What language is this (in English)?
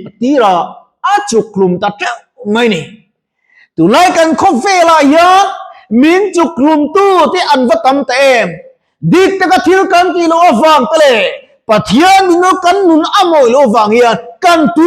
Mizo